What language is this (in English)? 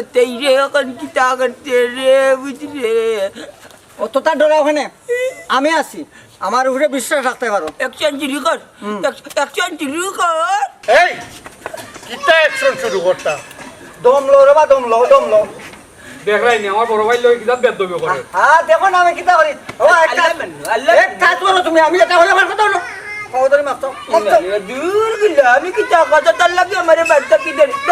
Sylheti